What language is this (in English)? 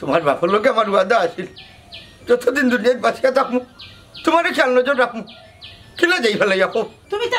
Sylheti